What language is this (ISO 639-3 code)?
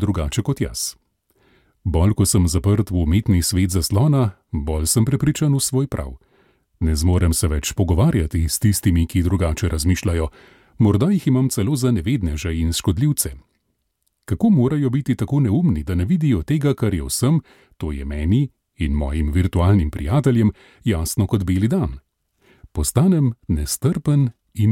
slv